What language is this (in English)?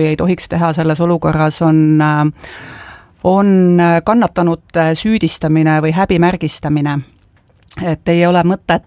Estonian